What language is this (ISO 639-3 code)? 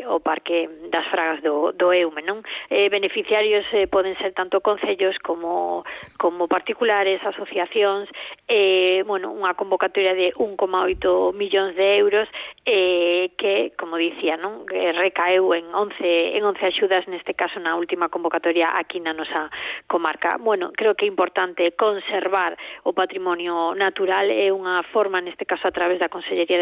glg